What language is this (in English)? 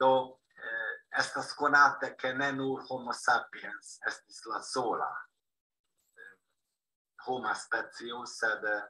Esperanto